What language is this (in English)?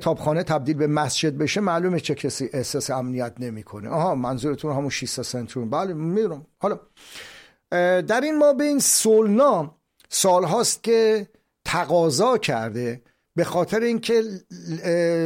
Persian